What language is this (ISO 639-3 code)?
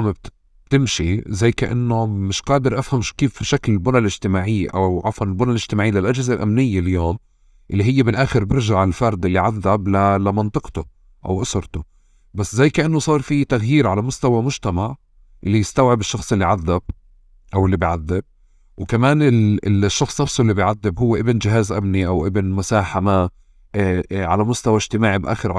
apc